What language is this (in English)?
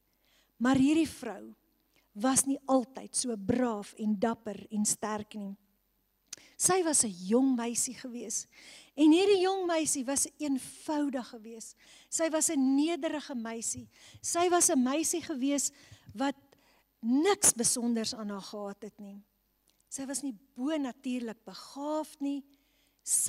Afrikaans